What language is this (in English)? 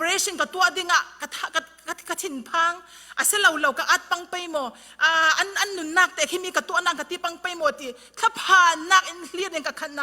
Falam Chin